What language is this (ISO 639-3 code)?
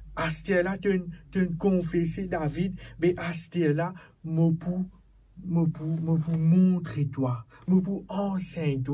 mfe